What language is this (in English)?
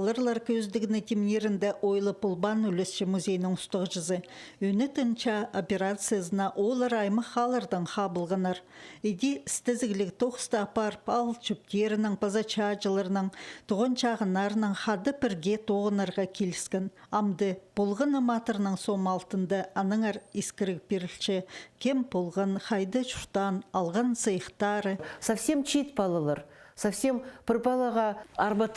Khakas